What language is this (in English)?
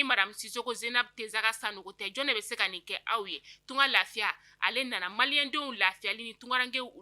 Bambara